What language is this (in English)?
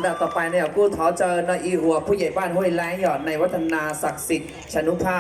Hmong